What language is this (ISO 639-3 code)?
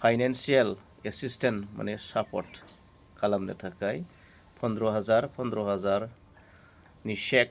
brx